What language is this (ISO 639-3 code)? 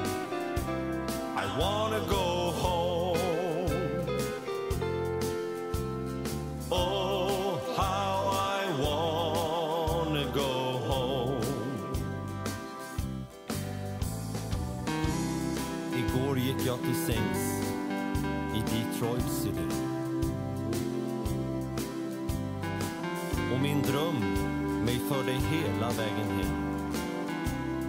swe